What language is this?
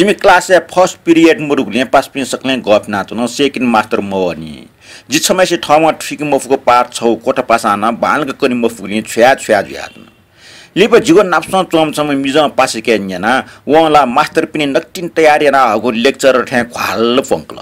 Newari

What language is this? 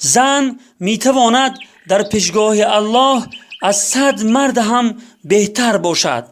Tajik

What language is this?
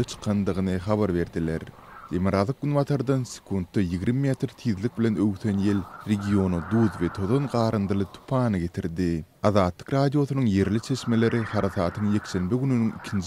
Turkmen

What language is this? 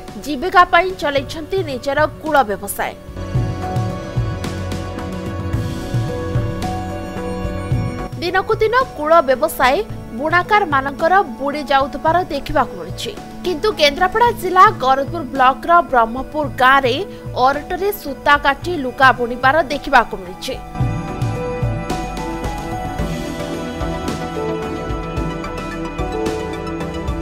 Odia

